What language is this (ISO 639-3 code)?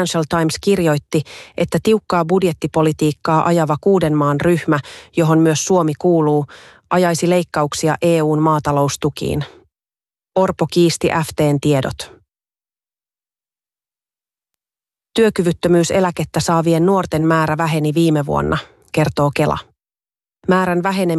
fin